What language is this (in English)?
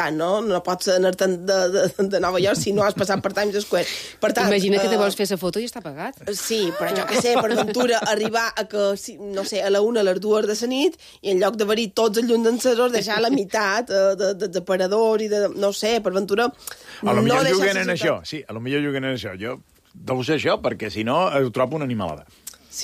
Catalan